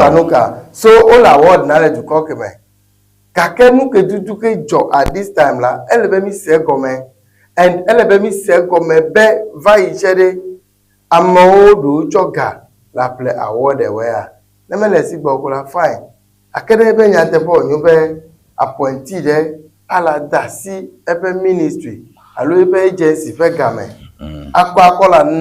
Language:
Ewe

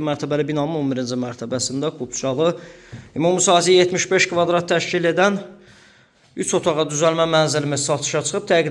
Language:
Azerbaijani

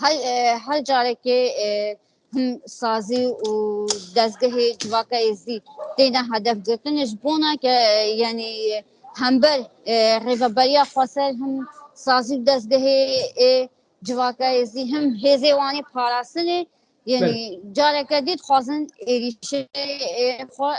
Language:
Kurdish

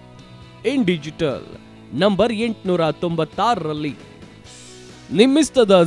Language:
Kannada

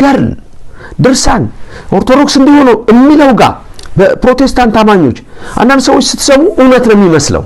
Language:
Amharic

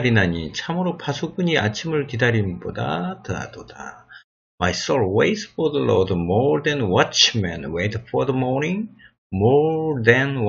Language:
Korean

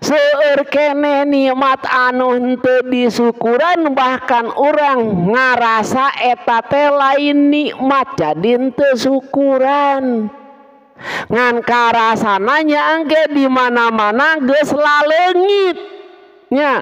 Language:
Sundanese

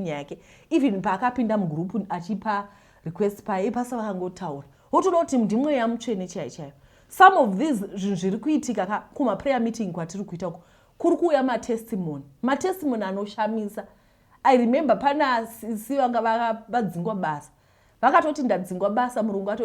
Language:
Shona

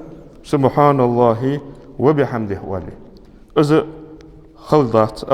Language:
Ingush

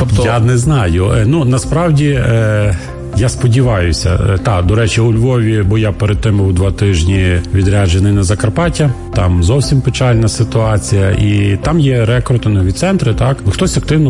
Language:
Ukrainian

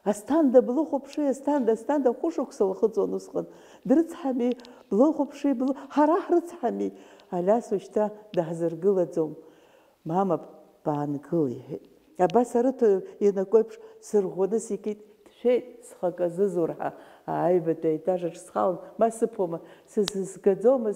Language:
Abkhazian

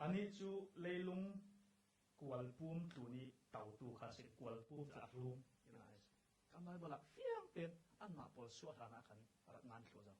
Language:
Falam Chin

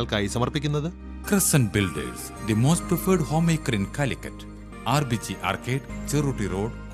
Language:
Malayalam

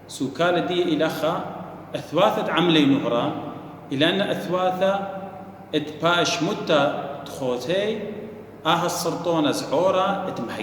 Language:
Assyrian Neo-Aramaic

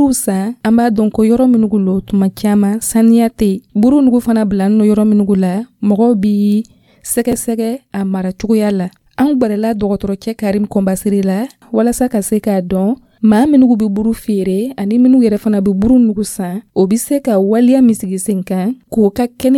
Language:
Dyula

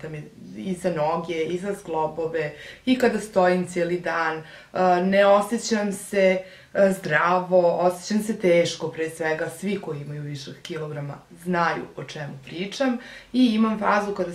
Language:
Serbian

